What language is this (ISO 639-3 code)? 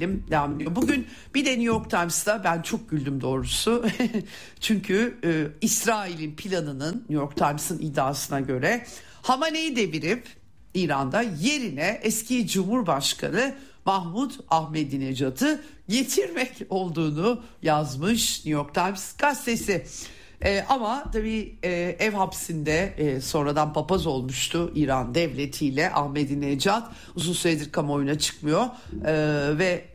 tur